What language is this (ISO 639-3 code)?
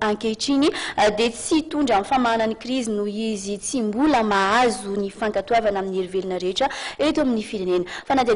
mlg